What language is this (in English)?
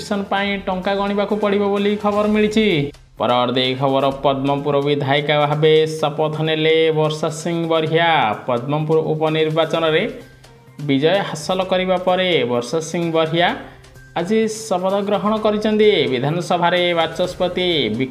Odia